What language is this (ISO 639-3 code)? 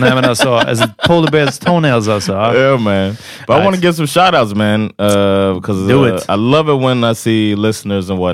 swe